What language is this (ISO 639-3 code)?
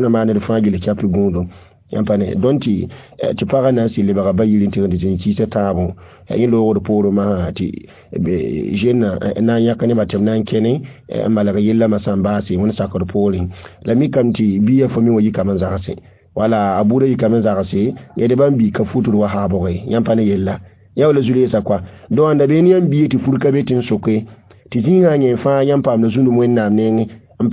mos